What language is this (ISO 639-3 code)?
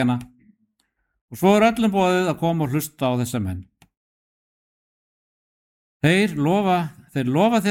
isl